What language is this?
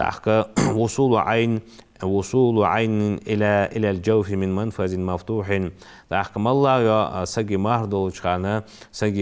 Ingush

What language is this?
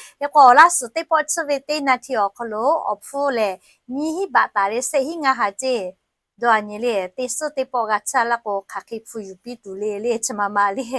Lahu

